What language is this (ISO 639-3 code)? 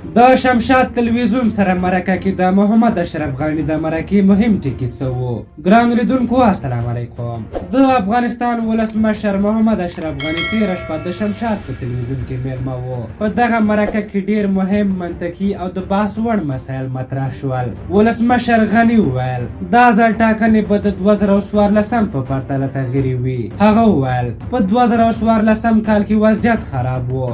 pus